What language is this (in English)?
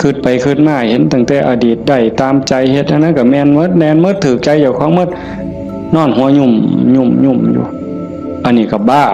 Northeastern Thai